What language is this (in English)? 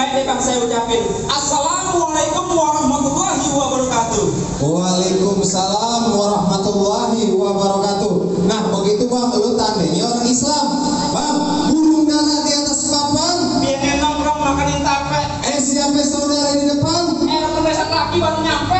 Betawi